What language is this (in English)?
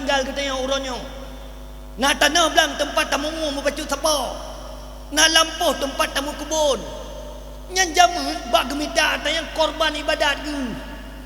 Achinese